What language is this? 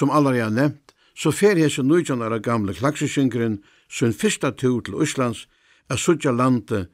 Faroese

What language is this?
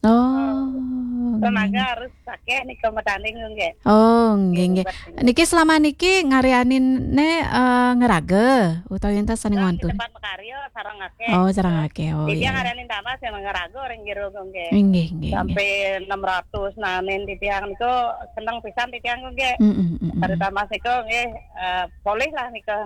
Balinese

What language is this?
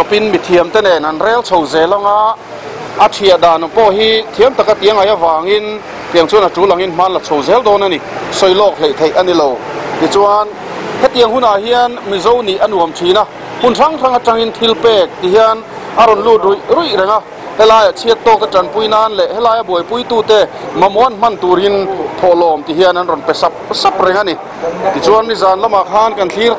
Mizo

